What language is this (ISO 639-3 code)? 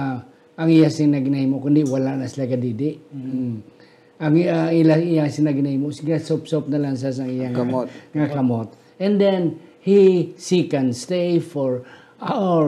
hil